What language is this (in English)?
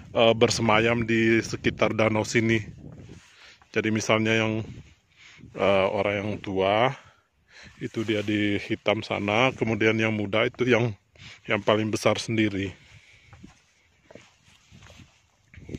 Indonesian